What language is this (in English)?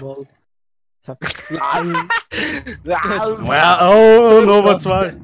Swiss German